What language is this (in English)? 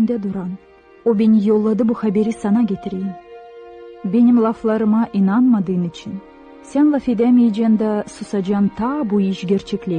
Gagauz